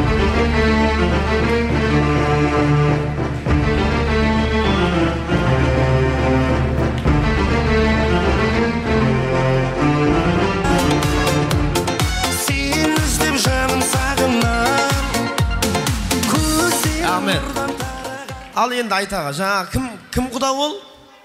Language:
Kara-Kalpak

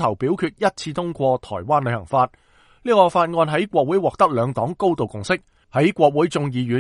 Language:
Cantonese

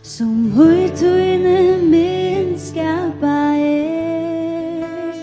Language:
Faroese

